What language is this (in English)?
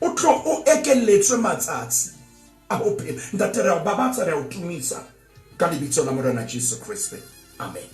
Southern Sotho